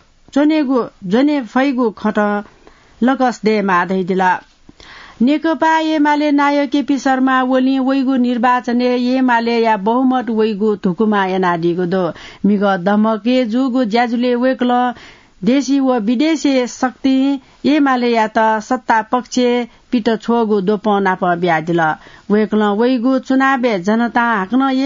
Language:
Newari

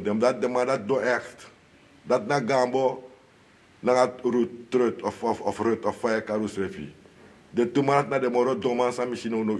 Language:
Sranan Tongo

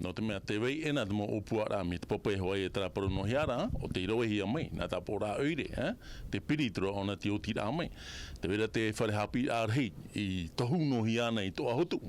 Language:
Tahitian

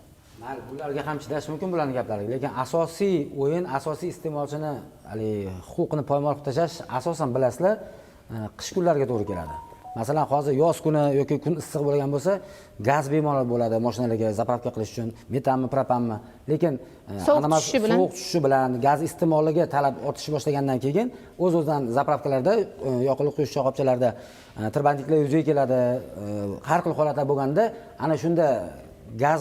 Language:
Uzbek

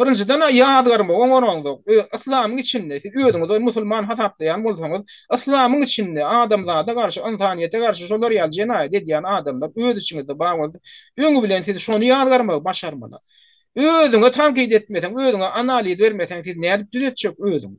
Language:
Turkmen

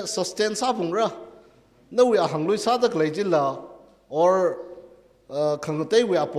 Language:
Tangkhul Naga (India)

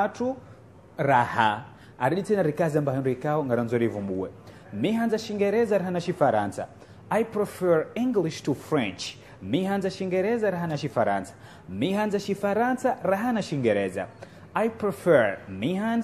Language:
Ngazidja Comorian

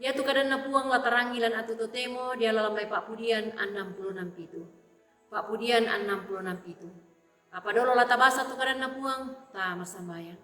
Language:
Toraja-Sa'dan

